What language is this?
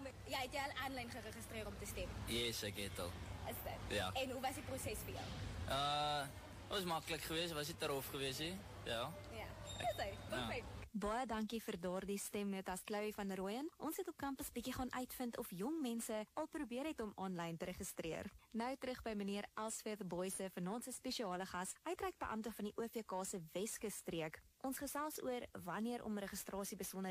Afrikaans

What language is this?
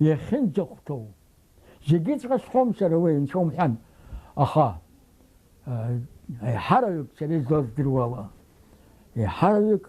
Abkhazian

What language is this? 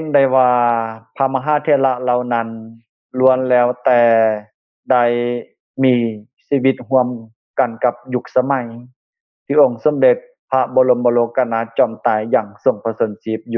Lao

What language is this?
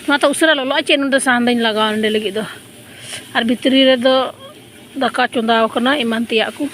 Santali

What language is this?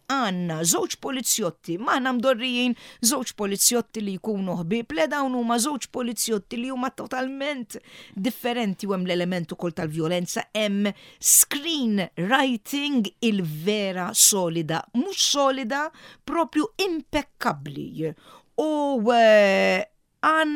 Maltese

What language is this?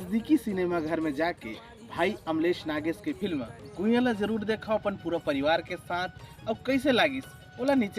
Chhattisgarhi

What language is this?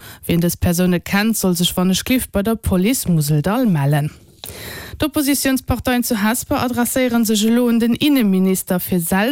Luxembourgish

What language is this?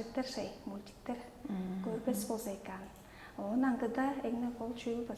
Tuvinian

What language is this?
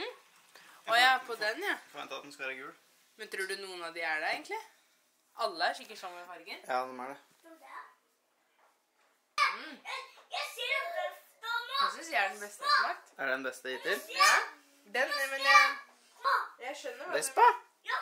Norwegian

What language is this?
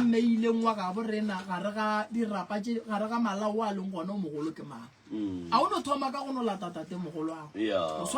Northern Sotho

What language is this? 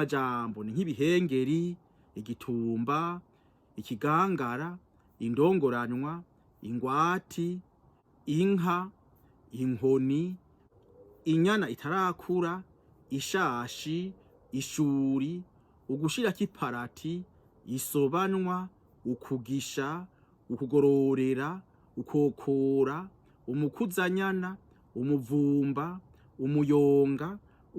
Rundi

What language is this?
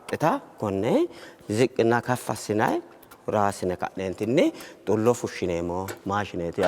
Sidamo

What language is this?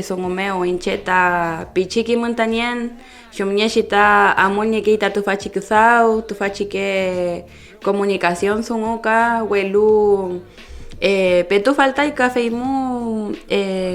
Mapuche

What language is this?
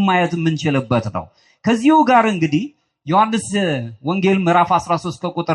Amharic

